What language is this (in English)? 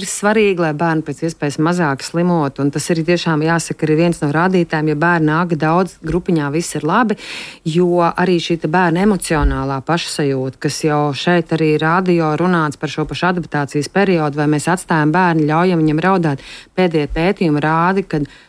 Latvian